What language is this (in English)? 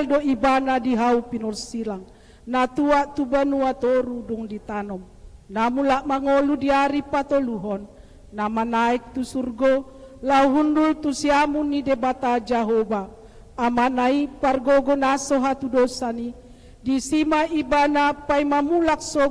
Batak Toba